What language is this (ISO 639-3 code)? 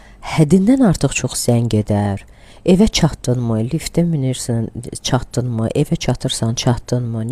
aze